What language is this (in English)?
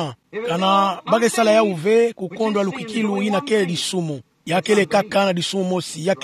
Kituba (Democratic Republic of Congo)